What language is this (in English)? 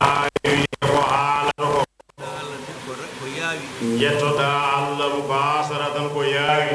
Fula